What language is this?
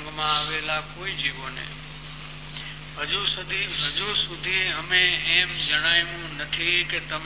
Gujarati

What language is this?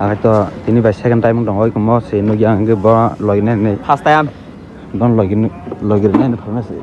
Kok Borok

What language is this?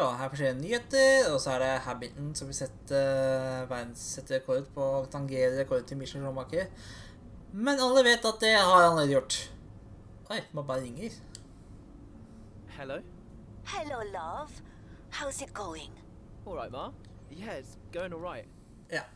Norwegian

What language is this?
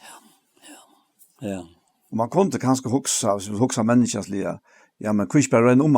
Faroese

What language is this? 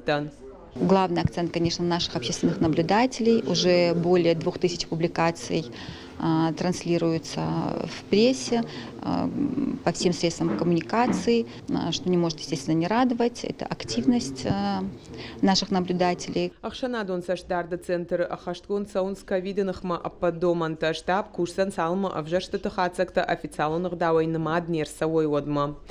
Ossetic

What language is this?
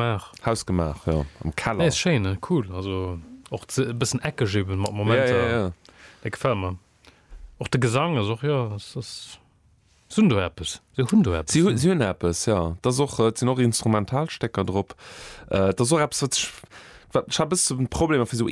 Luxembourgish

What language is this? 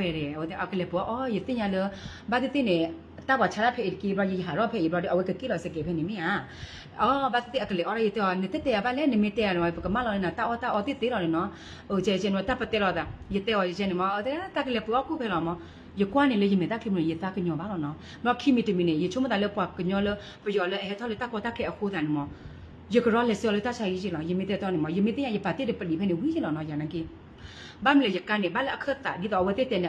S'gaw Karen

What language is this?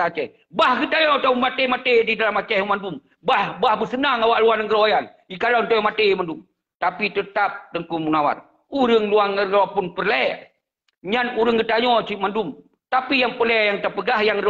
Achinese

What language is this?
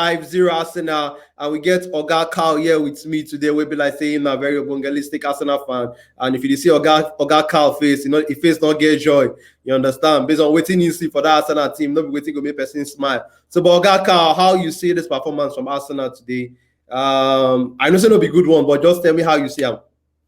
Nigerian Pidgin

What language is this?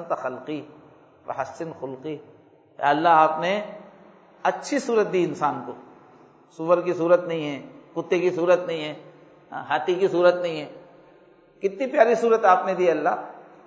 Urdu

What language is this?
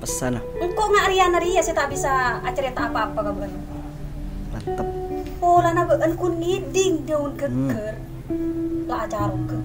Madurese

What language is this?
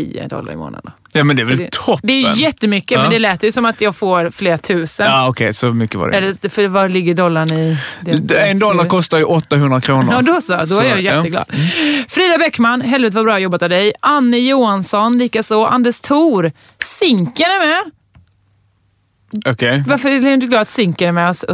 Swedish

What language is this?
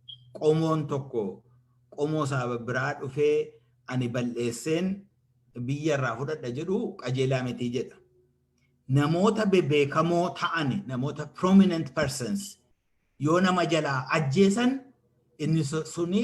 Oromo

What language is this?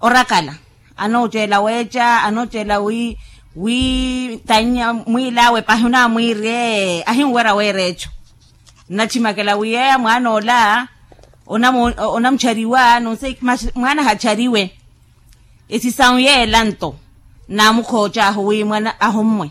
Makhuwa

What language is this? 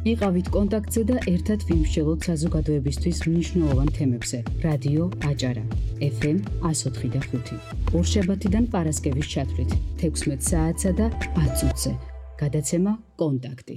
Georgian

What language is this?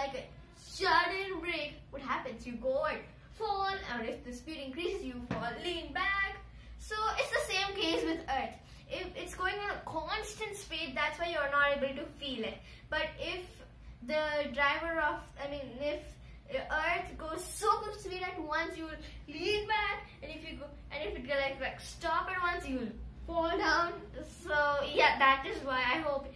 English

